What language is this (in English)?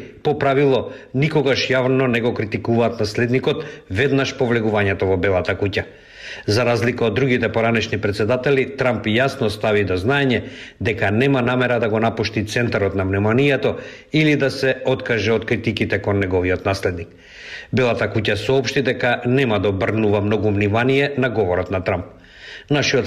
Macedonian